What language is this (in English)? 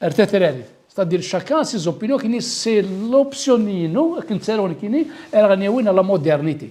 Kabyle